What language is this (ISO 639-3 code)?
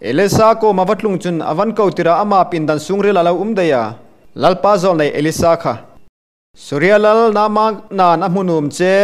hmr